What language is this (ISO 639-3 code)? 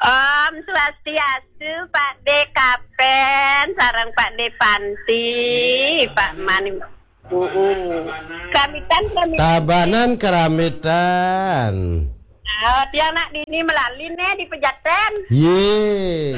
ban